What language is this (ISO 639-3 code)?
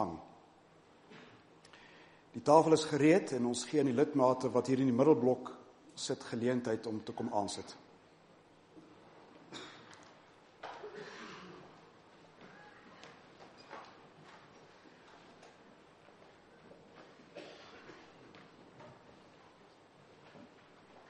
afr